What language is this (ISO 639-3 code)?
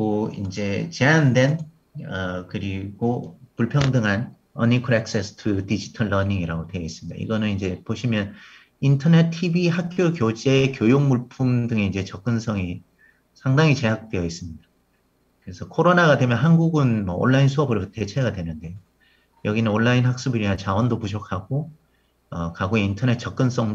kor